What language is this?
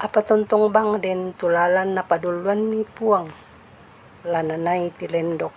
Toraja-Sa'dan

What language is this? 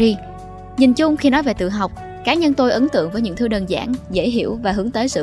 Vietnamese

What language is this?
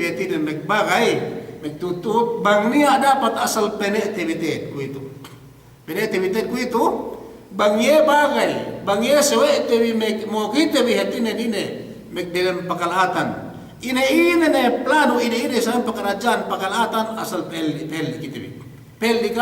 Yakan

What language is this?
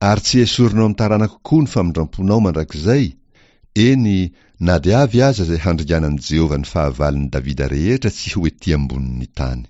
Malagasy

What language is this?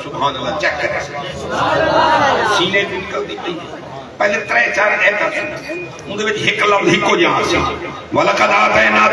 Saraiki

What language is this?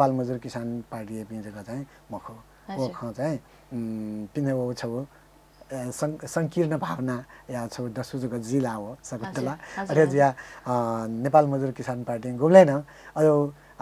Newari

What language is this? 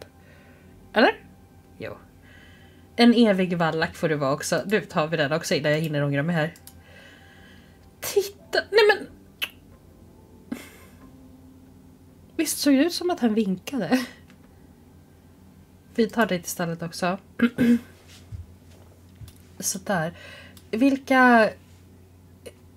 Swedish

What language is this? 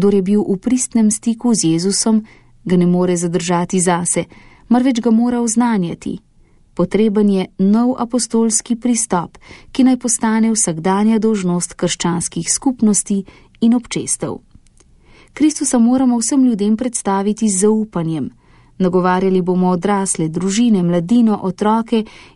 Slovenian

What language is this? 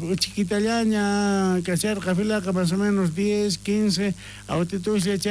South Bolivian Quechua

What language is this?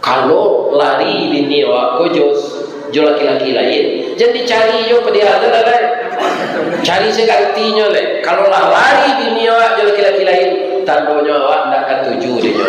Minangkabau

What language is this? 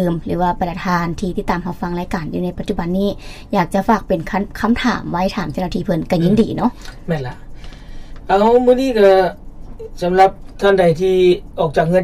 Lao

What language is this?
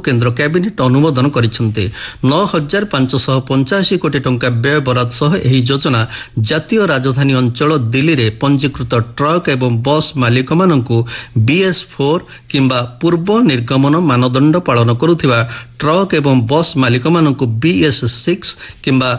Odia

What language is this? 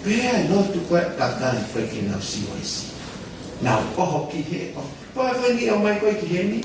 Tongan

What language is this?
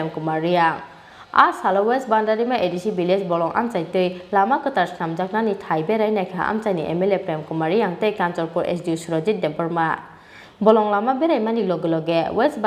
Kok Borok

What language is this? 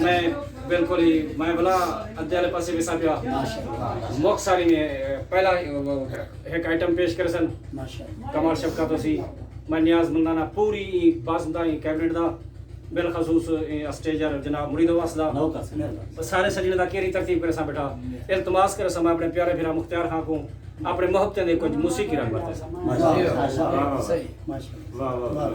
Saraiki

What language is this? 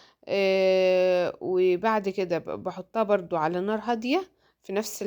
Egyptian Arabic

